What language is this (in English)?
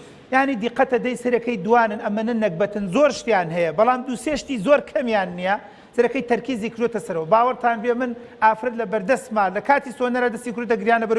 Central Kurdish